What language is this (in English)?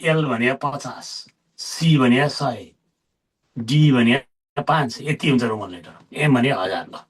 Nepali